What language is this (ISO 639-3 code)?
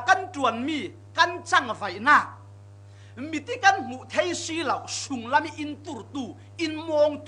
cfm